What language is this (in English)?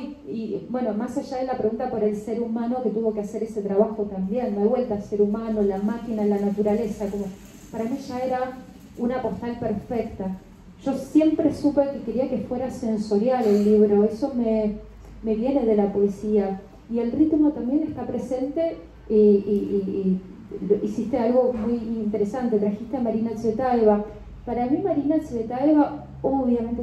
Spanish